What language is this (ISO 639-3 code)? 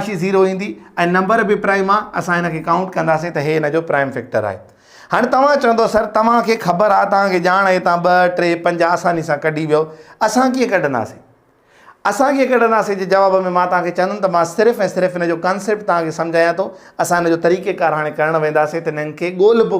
snd